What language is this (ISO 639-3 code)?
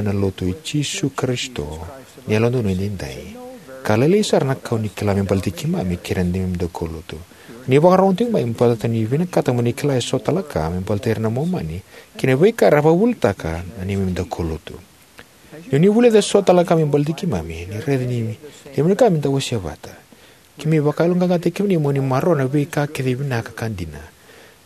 fij